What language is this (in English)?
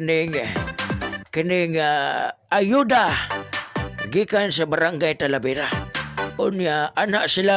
Cebuano